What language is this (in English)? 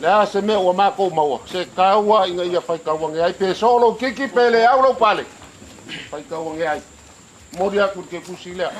Samoan